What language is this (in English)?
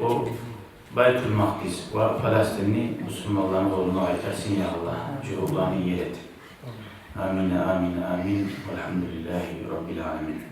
Kumyk